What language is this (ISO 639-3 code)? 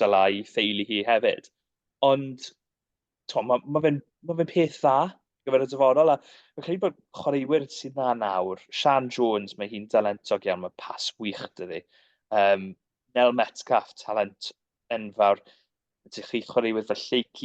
cym